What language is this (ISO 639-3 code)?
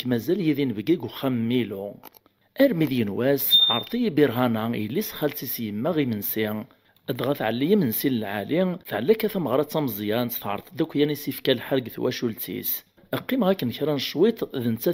kab